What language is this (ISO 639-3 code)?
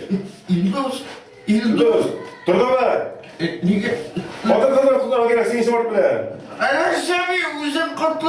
tat